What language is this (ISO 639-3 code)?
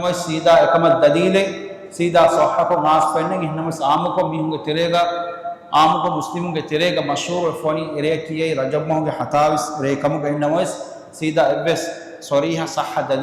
div